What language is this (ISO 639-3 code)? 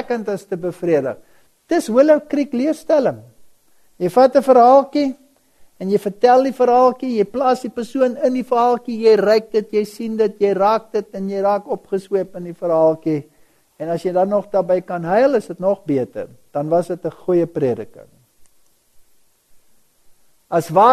afr